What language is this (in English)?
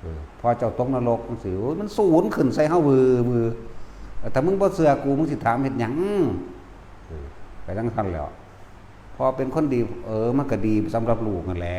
Northeastern Thai